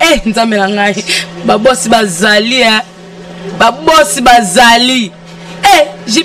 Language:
Lingala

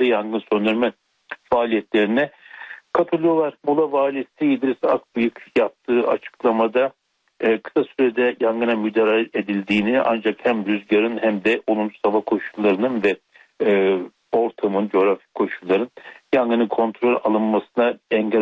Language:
Turkish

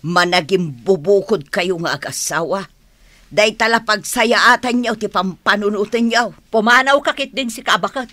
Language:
Iloko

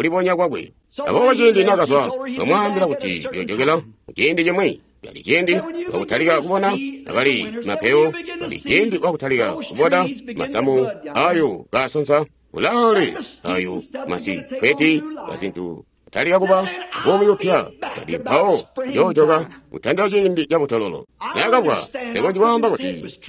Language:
Tonga (Zambia)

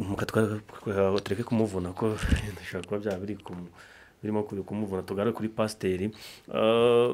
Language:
Kinyarwanda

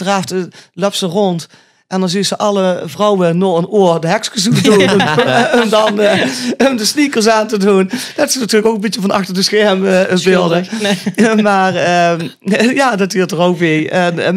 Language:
Limburgish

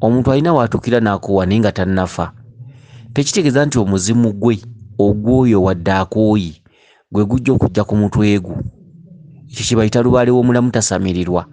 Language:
Ganda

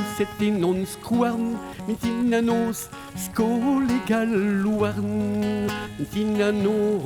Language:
Breton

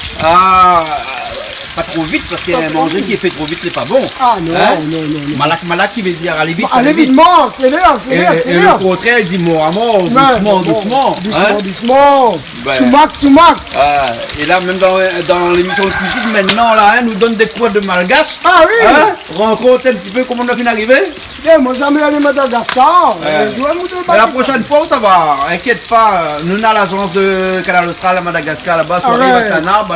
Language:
Réunion Creole French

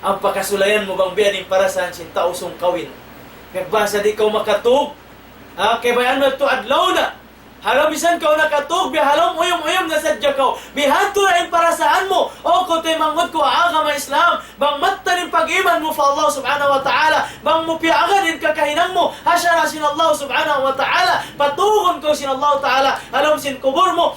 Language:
Tausug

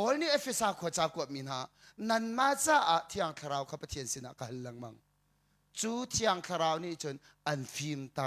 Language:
Hakha Chin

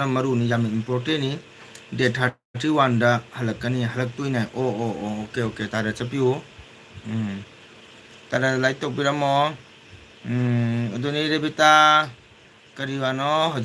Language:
Manipuri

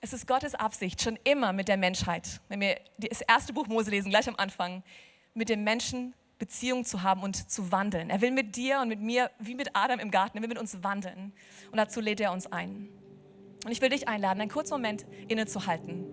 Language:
Swiss German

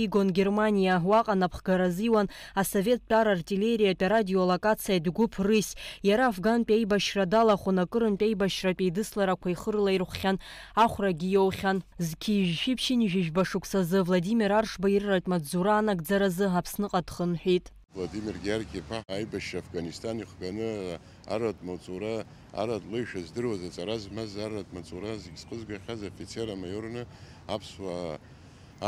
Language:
Abkhazian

